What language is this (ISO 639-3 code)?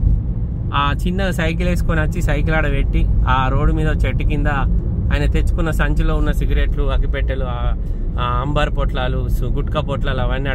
tel